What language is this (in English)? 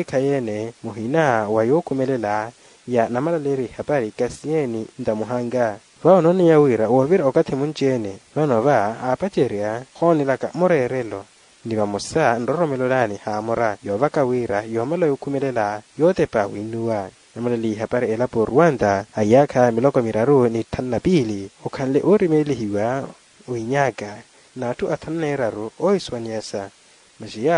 Makhuwa